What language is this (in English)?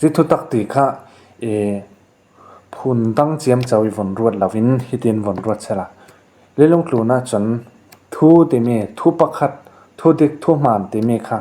Falam Chin